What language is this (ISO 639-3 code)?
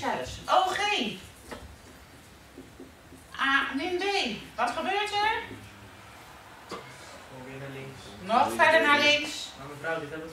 nld